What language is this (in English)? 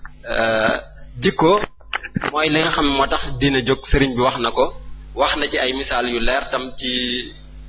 Wolof